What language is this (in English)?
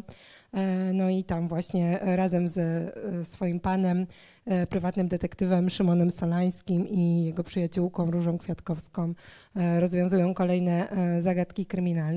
Polish